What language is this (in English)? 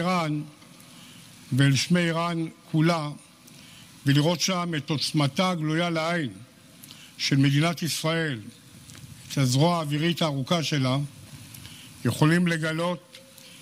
Hebrew